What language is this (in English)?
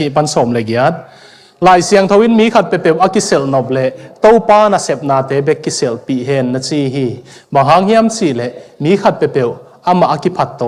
Tedim Chin